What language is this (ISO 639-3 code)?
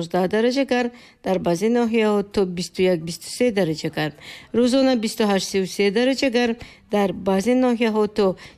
tgk